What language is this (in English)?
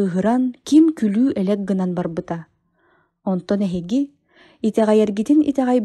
Yakut